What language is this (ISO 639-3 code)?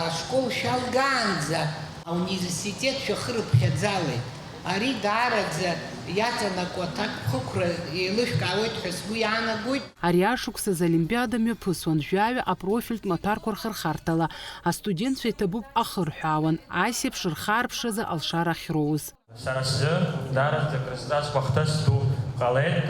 abk